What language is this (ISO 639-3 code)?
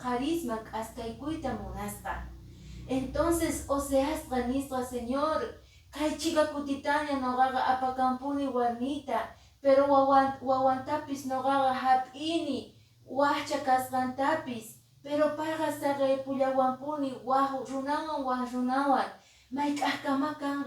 que